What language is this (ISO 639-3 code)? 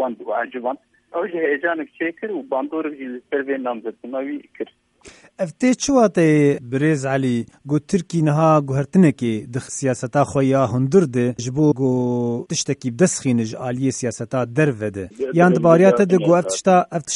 kur